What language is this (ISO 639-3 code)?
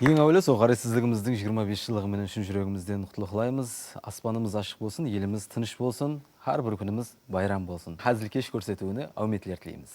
kaa